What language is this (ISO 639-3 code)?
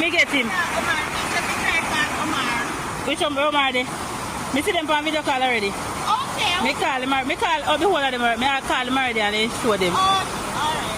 jam